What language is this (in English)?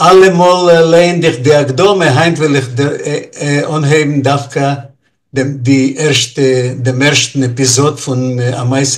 Yiddish